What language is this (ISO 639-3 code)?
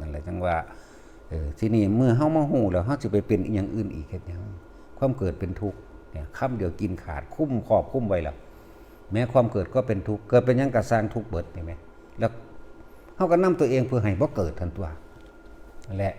tts